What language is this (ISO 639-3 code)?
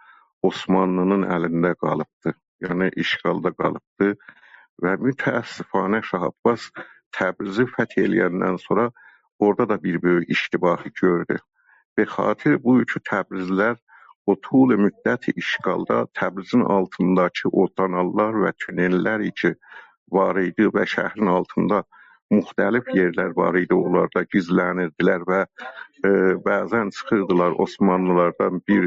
azb